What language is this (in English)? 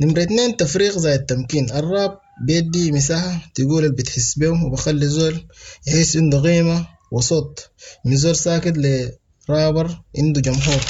Sudanese Arabic